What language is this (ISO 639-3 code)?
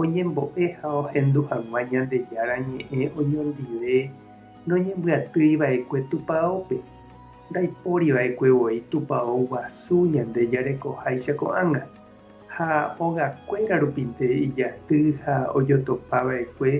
grn